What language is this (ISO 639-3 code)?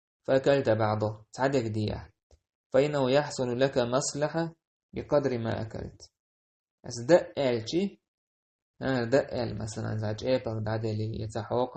che